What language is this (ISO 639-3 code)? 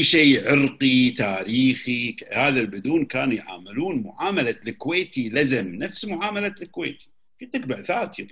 afb